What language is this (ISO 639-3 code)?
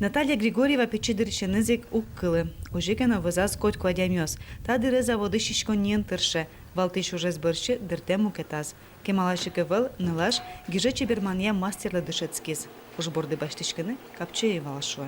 udm